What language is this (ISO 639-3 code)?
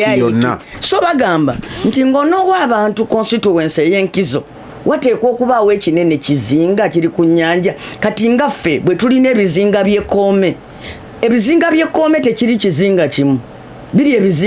lug